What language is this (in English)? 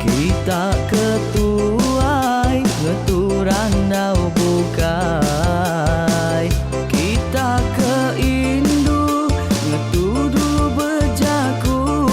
Iban